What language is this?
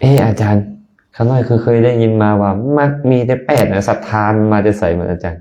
Lao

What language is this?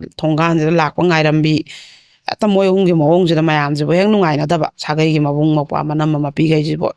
Manipuri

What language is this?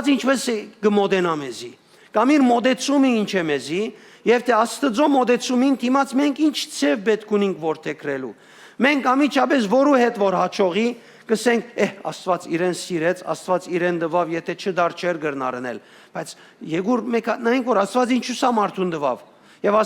Western Armenian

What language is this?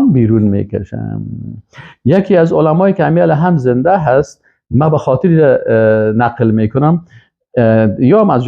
Persian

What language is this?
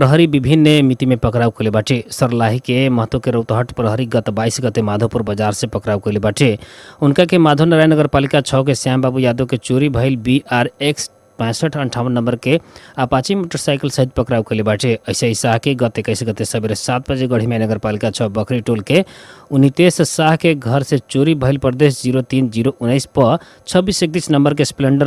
Bhojpuri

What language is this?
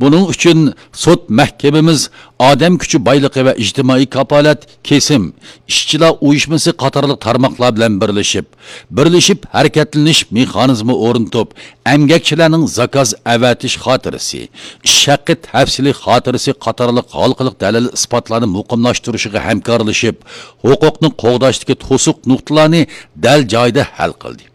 Uyghur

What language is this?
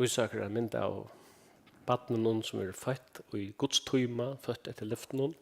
Faroese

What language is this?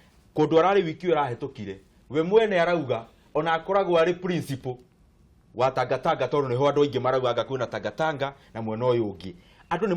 Kikuyu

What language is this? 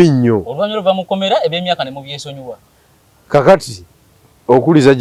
Ganda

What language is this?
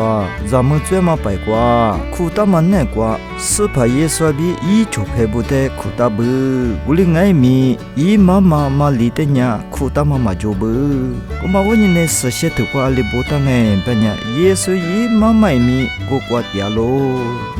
Lisu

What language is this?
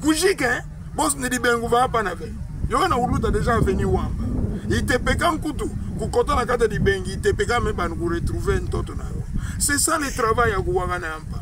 Kituba (Democratic Republic of Congo)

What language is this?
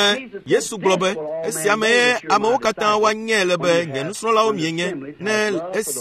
Ewe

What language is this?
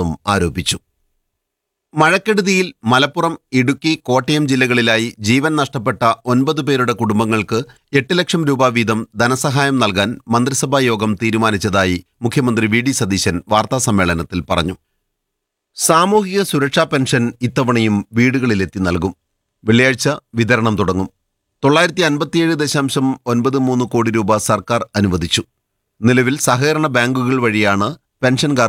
Malayalam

